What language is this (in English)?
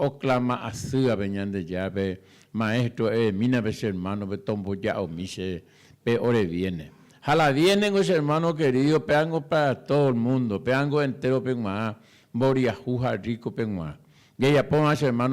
Guarani